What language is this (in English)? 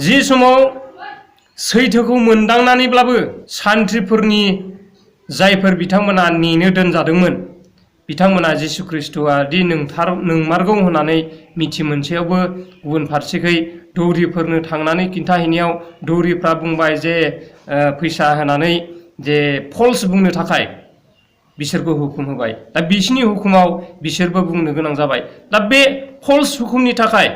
Bodo